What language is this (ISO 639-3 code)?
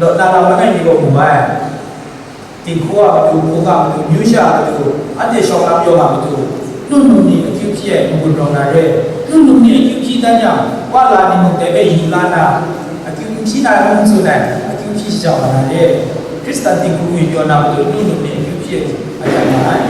kac